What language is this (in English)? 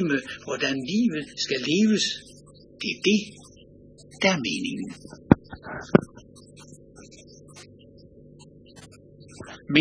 Danish